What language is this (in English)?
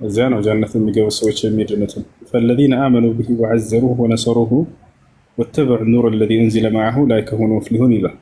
Amharic